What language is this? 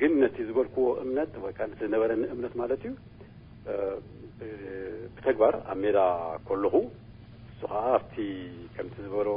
Tigrinya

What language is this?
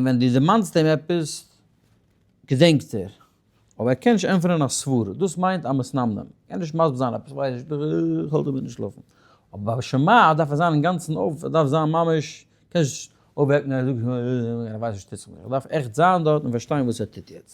Yiddish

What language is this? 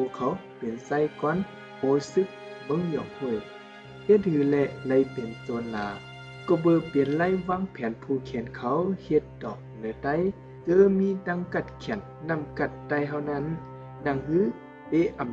Shan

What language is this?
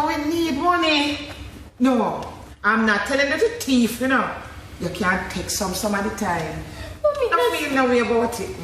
Jamaican Creole English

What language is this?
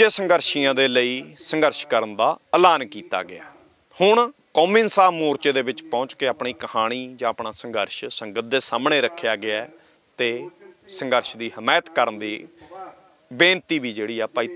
Punjabi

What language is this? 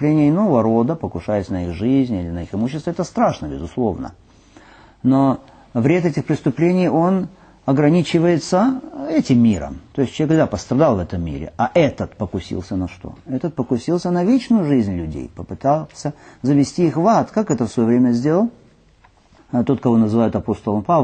Russian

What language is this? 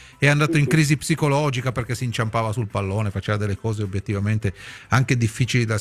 Italian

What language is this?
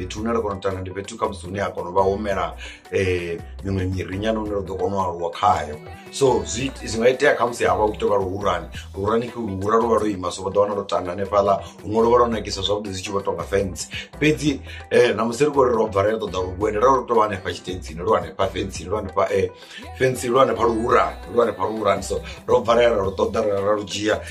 Venda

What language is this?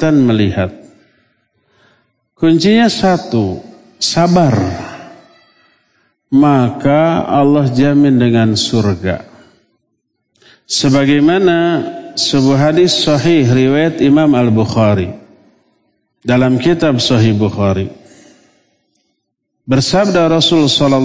Indonesian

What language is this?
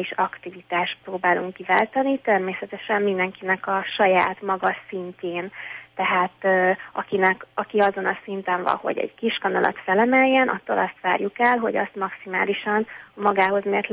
Hungarian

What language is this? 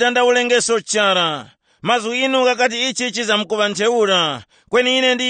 Tumbuka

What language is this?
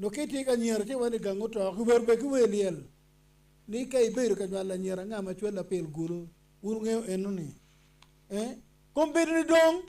Acoli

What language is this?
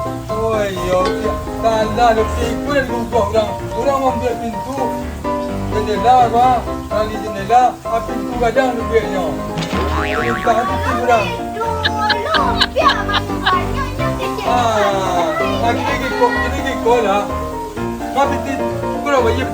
Minangkabau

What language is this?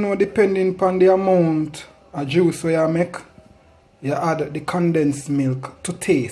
Jamaican Creole English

